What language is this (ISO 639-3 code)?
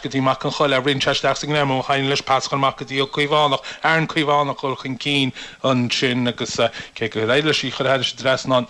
gle